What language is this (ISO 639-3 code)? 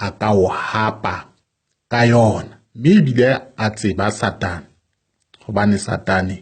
sot